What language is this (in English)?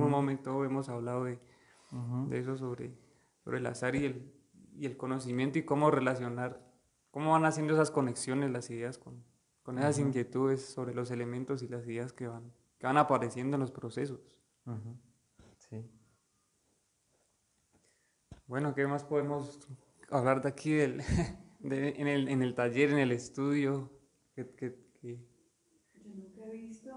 Spanish